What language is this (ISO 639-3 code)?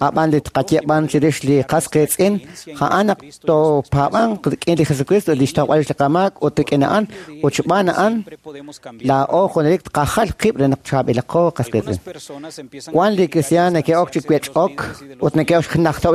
kek